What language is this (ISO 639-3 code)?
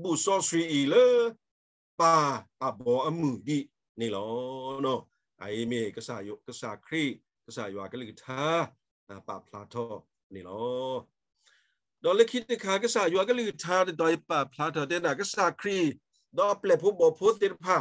ksw